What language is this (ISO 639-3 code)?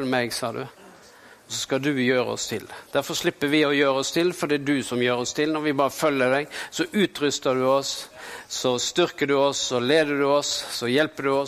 nor